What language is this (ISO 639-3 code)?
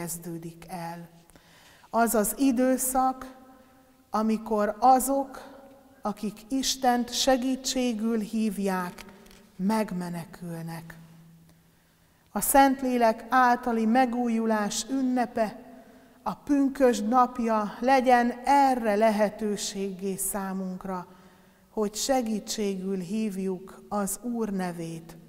hun